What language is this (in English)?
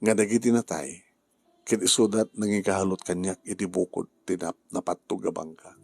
Iloko